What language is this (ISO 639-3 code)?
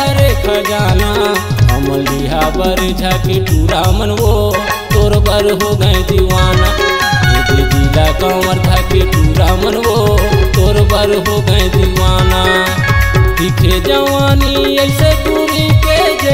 hne